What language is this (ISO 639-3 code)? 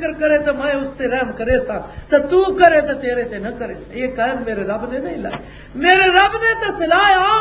lah